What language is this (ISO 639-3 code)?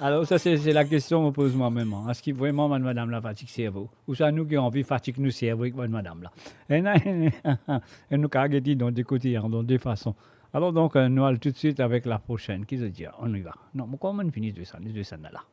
mfe